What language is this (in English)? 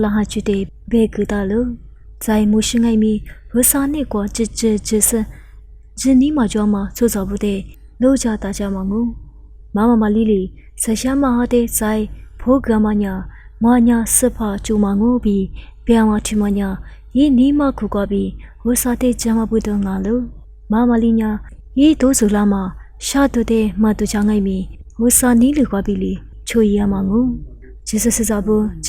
Lisu